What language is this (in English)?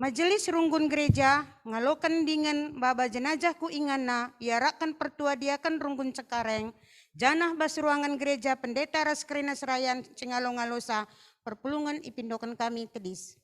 Batak Karo